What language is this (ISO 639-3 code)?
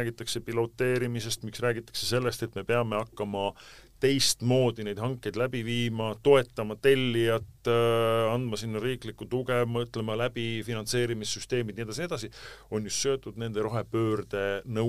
est